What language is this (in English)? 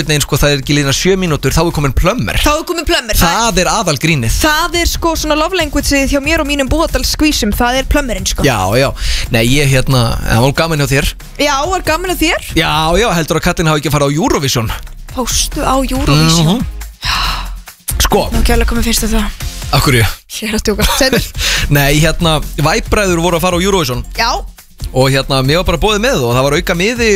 Icelandic